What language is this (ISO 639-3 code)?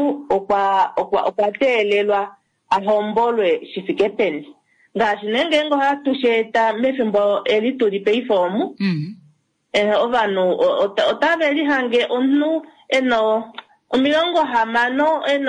kua